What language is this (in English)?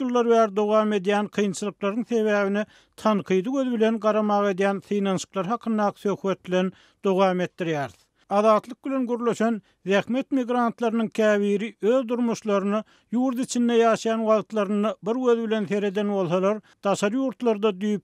Turkmen